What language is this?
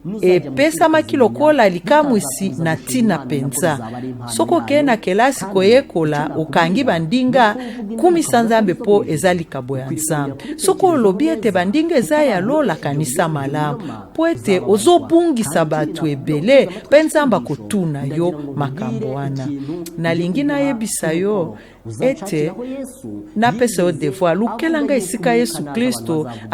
Lingala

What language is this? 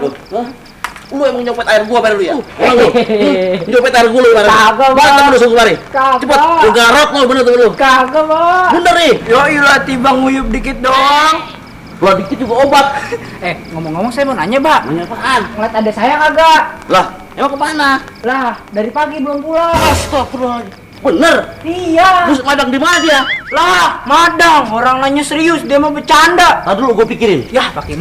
Betawi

